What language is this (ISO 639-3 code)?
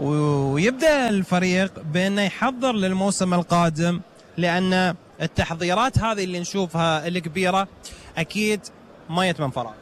afb